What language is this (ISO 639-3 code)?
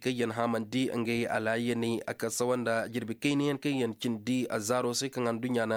ses